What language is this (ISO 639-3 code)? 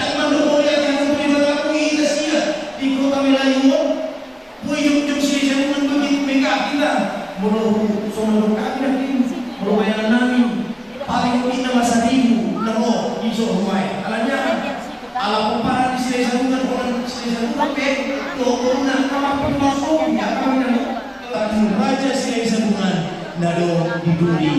bbc